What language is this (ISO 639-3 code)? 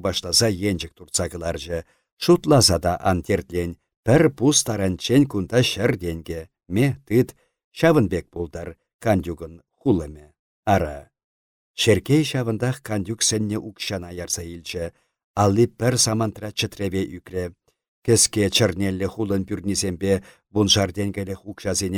chv